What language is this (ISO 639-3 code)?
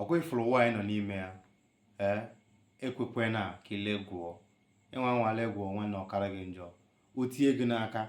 ibo